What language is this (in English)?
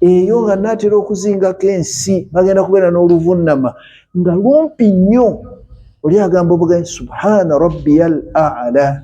Ganda